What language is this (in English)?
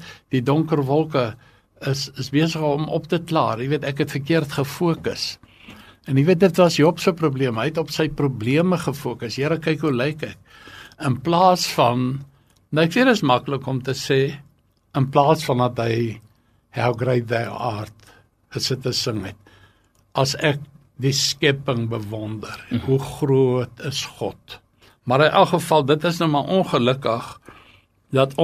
Afrikaans